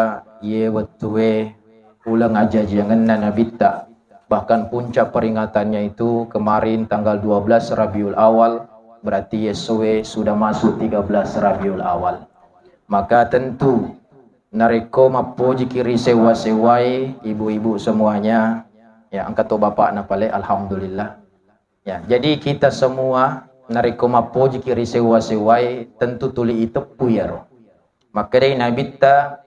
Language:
Buginese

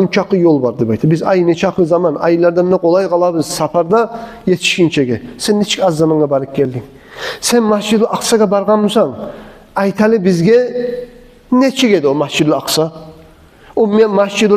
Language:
Kumyk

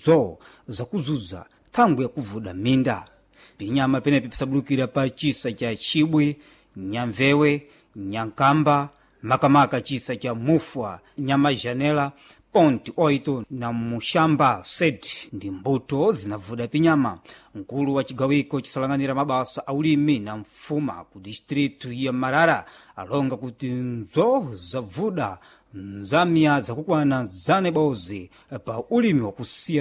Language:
Sena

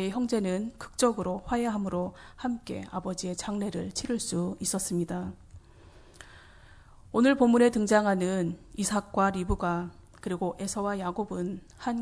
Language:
Korean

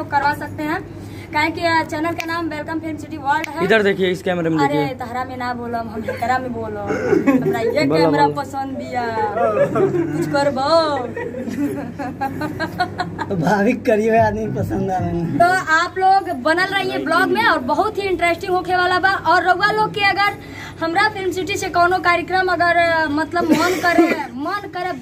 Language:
Bhojpuri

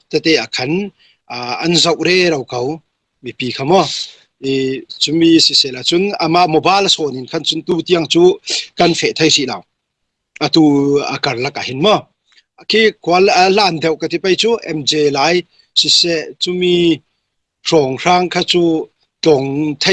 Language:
Falam Chin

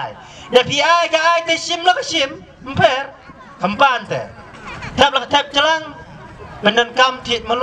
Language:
Khasi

